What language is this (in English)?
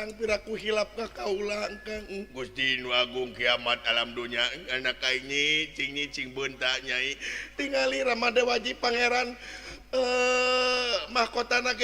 Sundanese